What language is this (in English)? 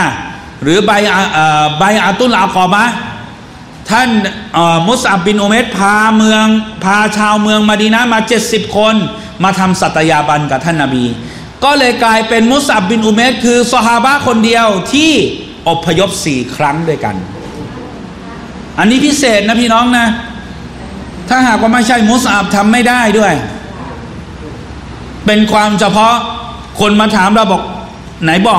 Thai